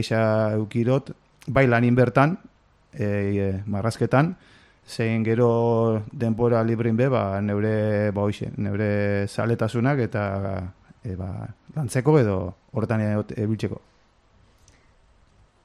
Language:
Basque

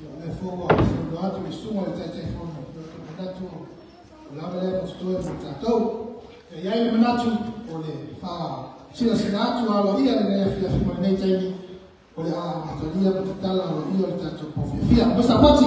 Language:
Samoan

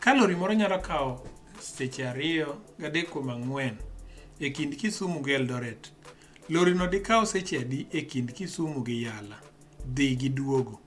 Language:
Luo (Kenya and Tanzania)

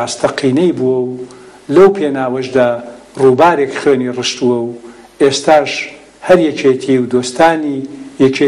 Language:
Central Kurdish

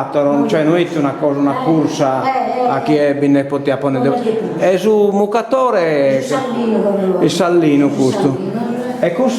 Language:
Sardinian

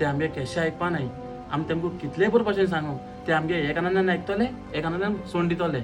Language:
Konkani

